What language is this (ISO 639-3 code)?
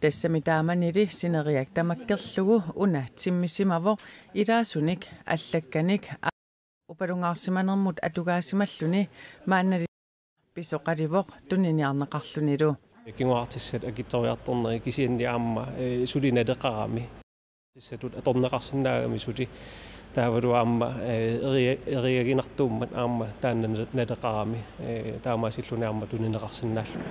kal